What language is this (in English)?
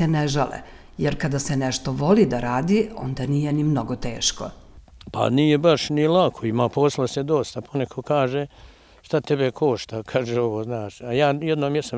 Serbian